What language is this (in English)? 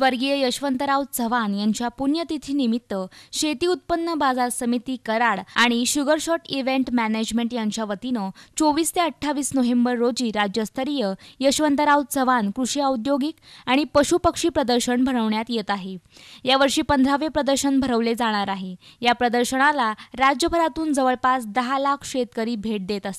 Marathi